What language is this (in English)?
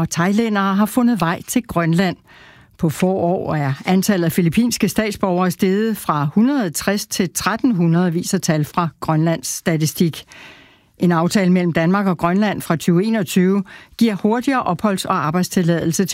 Danish